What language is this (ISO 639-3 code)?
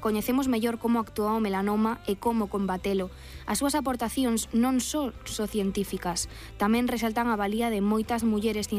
glg